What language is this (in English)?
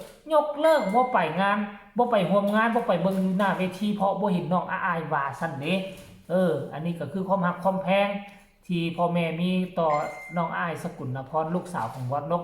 Northeastern Thai